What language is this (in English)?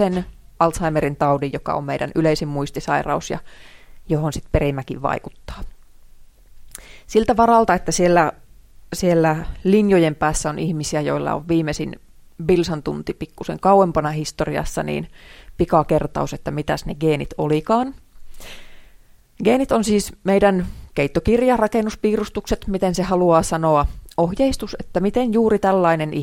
Finnish